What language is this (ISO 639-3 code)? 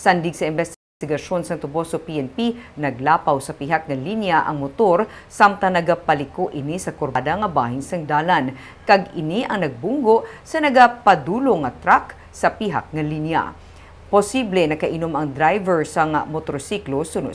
hil